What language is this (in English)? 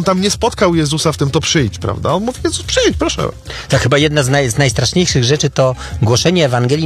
Polish